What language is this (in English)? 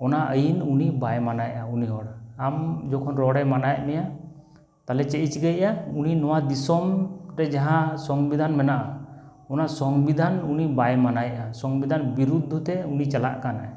Santali